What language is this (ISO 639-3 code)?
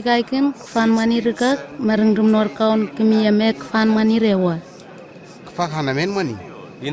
nwi